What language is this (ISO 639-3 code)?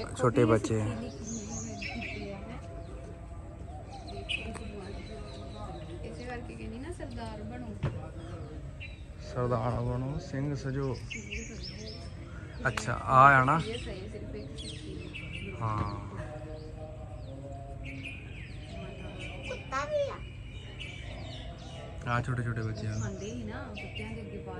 pan